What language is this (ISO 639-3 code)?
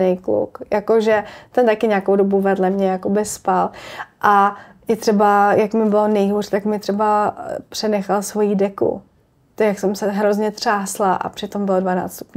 ces